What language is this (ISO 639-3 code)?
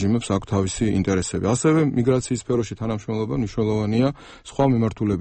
kat